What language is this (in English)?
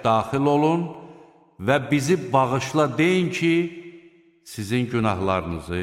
Azerbaijani